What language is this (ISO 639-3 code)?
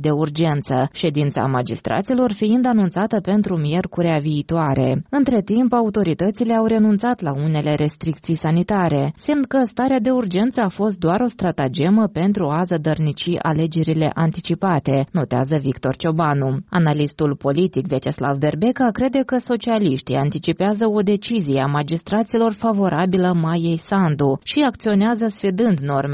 ron